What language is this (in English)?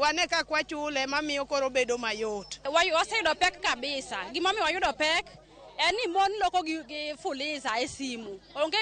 Luo (Kenya and Tanzania)